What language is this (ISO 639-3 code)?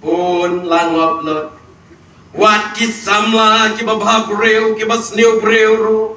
kha